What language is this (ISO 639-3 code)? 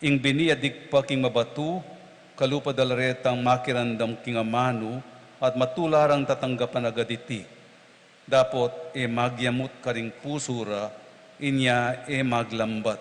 pam